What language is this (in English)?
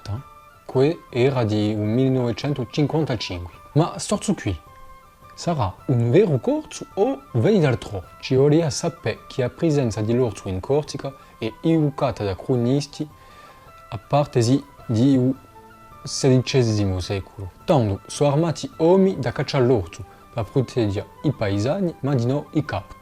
Corsican